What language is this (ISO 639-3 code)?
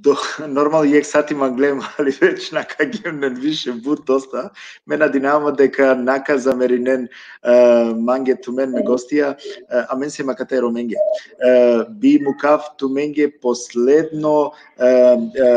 rmn